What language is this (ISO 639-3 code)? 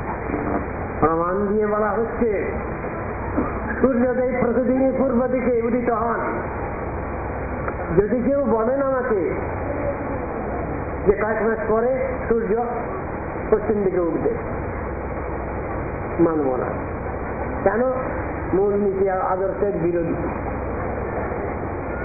ben